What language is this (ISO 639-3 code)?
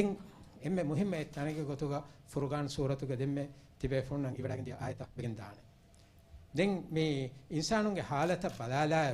div